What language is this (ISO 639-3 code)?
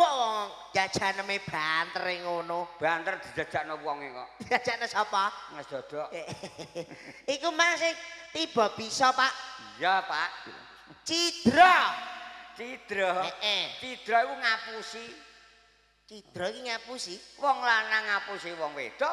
jav